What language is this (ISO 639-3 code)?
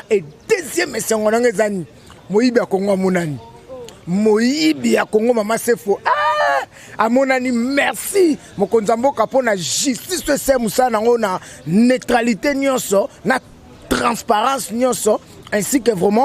lin